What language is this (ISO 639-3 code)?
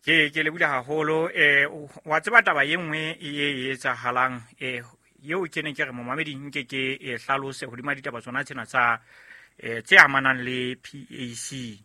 sot